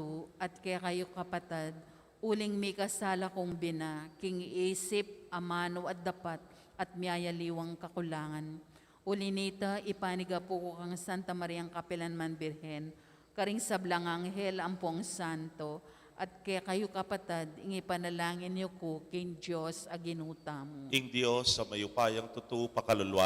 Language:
Pampanga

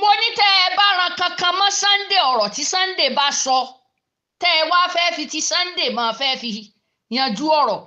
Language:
Yoruba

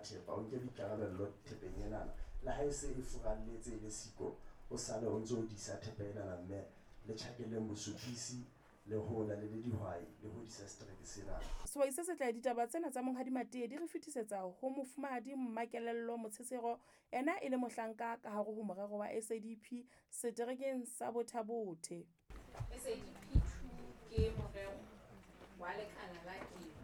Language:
Southern Sotho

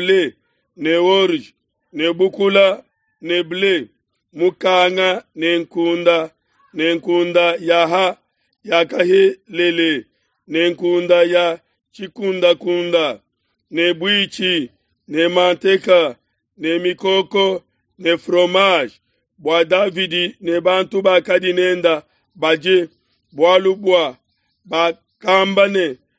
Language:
Luba-Lulua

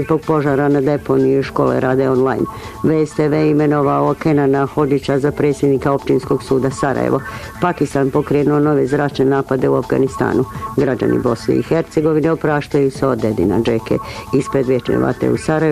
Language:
Bosnian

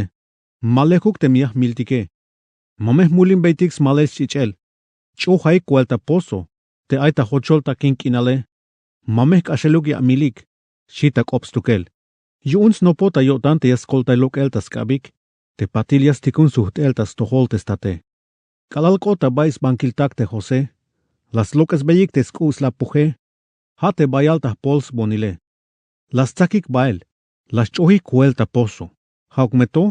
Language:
Tzeltal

